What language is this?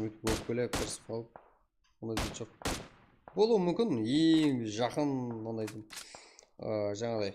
Kara-Kalpak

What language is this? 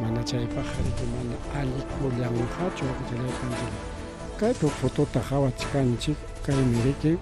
Ayacucho Quechua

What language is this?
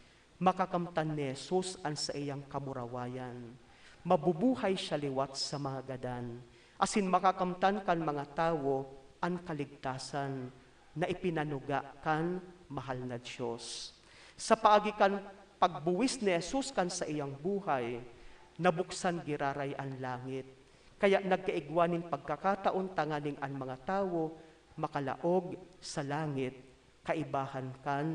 Bikol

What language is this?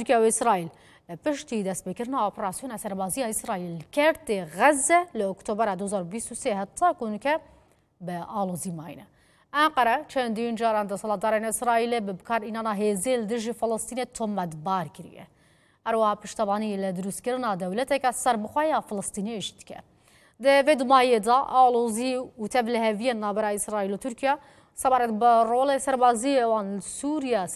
Kurdish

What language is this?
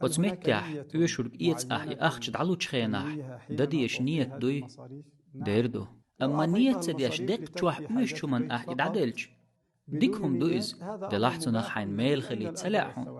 Chechen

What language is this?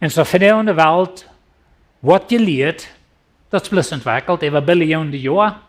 Plautdietsch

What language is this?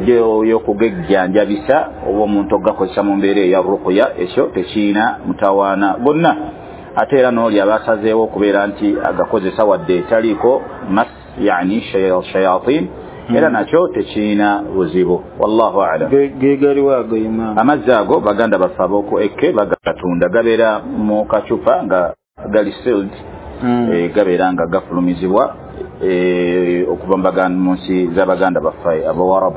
Ganda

